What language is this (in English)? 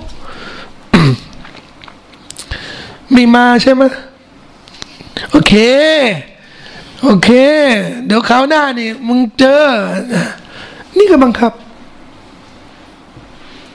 Thai